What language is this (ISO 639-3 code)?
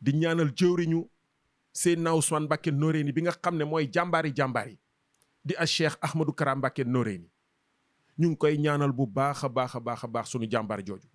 wol